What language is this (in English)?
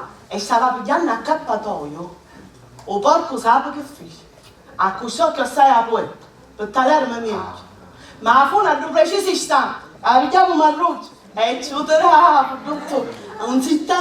Sicilian